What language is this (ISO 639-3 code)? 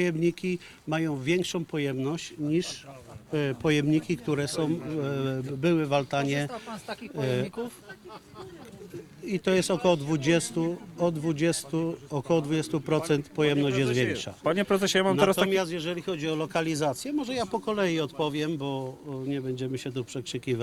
pol